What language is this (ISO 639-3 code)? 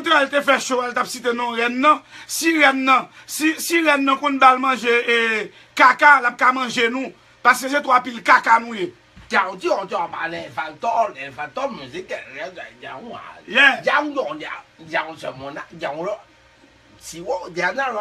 hat